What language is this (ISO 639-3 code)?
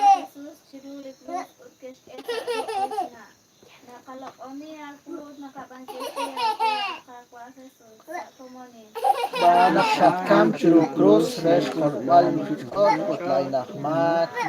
kek